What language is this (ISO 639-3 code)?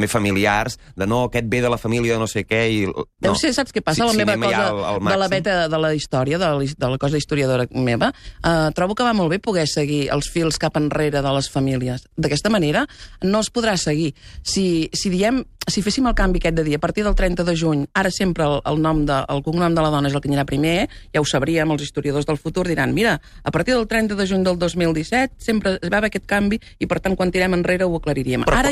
cat